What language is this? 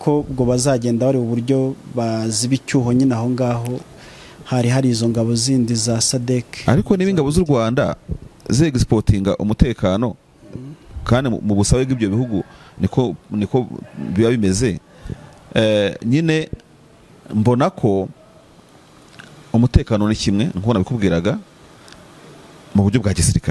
Kinyarwanda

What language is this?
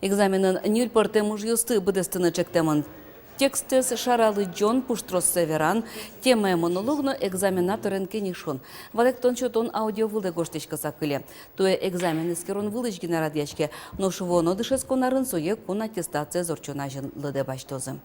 Udmurt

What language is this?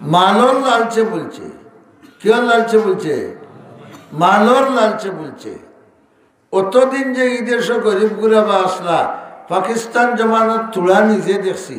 Sylheti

